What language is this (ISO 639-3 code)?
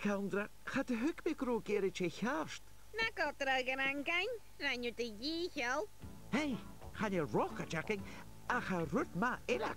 gla